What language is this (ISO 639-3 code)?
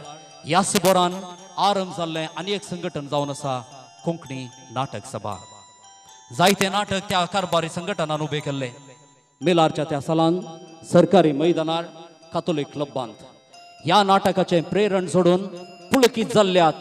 kok